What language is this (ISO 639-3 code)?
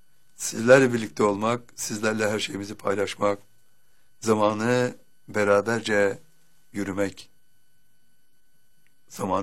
tur